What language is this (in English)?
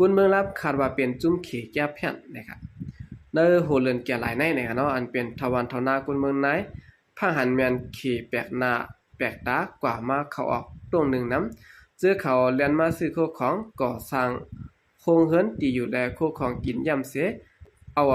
Shan